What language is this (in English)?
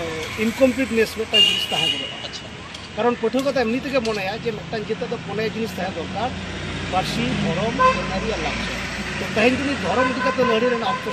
Santali